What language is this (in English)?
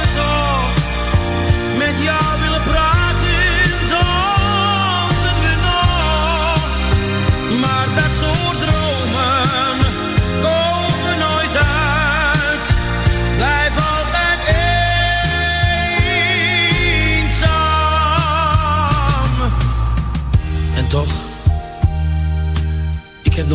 Dutch